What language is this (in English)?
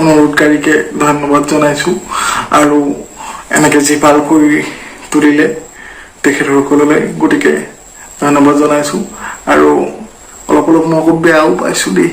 Assamese